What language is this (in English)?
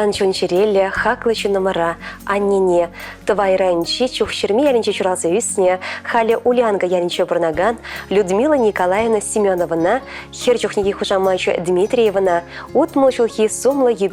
Chuvash